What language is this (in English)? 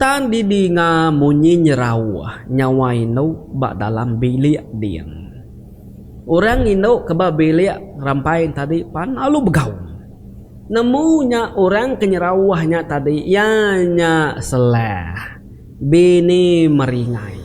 Iban